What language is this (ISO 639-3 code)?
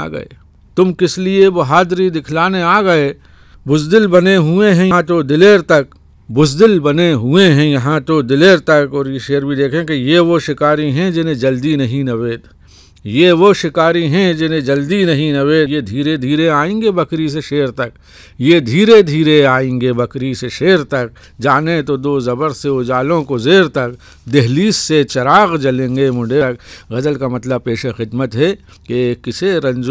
urd